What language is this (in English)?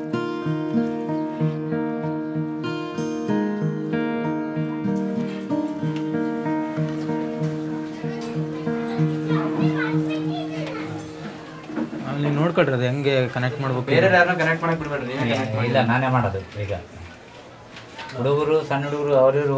Kannada